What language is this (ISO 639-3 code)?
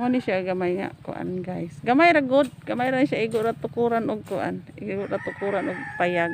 ceb